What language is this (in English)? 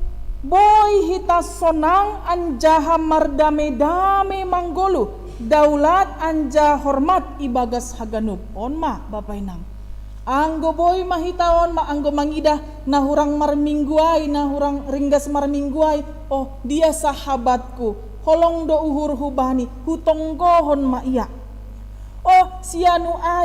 Batak Simalungun